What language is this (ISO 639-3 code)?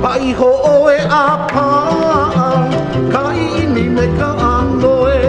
haw